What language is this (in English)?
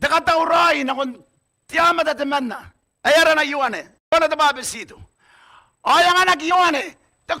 Gilbertese